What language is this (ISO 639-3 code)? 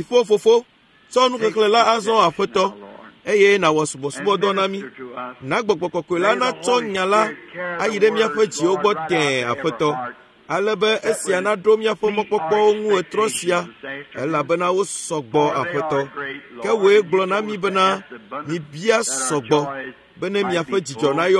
ewe